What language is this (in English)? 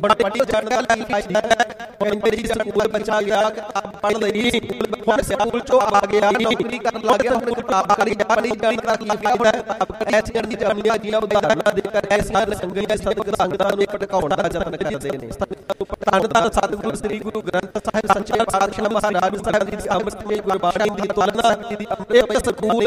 Punjabi